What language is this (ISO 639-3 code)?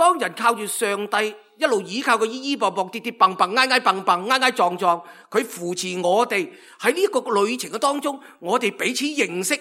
yue